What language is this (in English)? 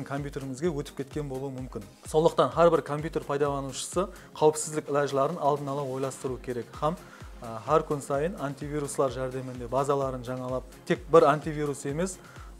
Kara-Kalpak